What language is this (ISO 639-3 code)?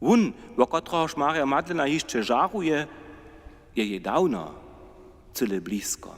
hsb